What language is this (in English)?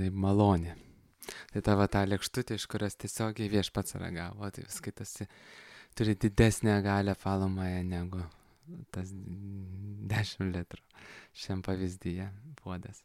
Lithuanian